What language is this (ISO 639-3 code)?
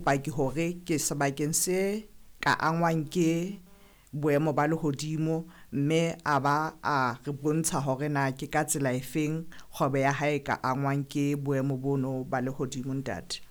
sot